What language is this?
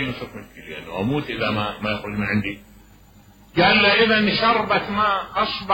Mesopotamian Arabic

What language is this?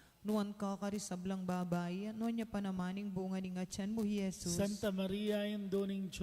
Pampanga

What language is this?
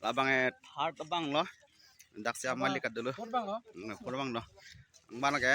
Karbi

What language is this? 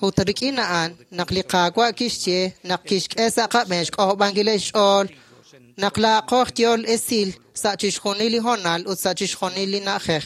Kekchí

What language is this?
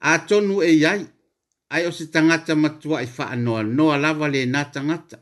Samoan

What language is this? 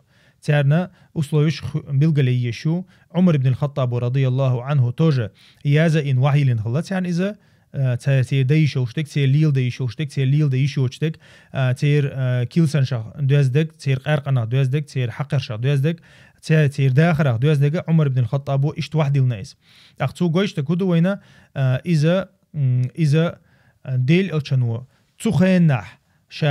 Chechen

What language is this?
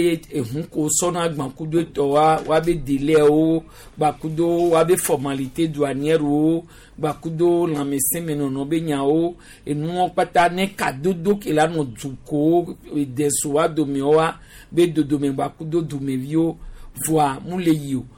Gen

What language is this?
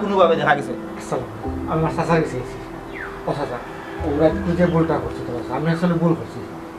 Sylheti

